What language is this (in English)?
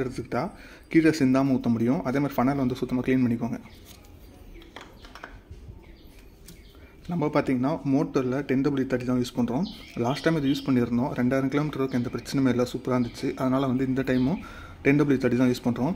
Tamil